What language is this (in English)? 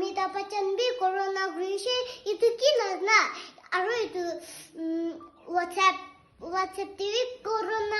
Naga Pidgin